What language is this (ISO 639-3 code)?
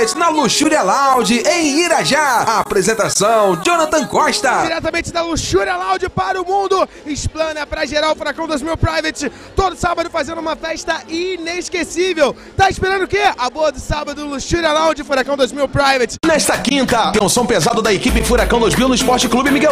por